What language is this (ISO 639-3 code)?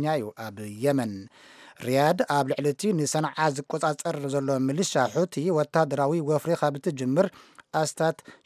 tir